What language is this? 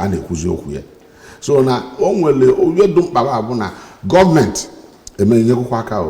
Igbo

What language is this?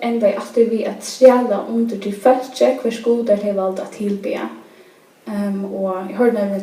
Faroese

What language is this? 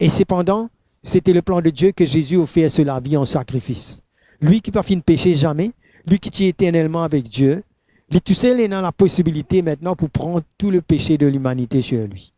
Morisyen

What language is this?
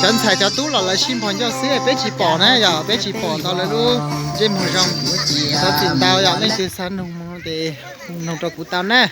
Hmong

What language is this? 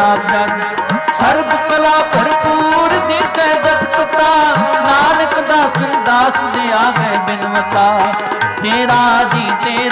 Punjabi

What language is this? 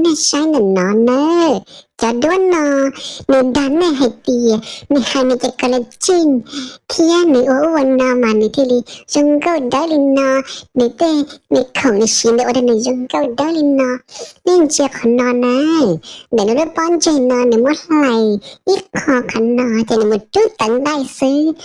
Hmong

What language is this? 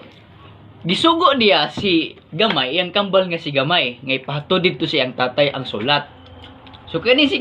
Cebuano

